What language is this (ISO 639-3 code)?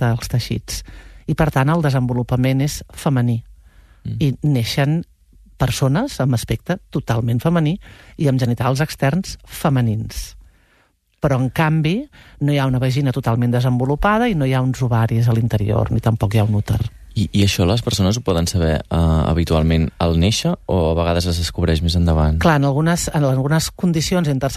cat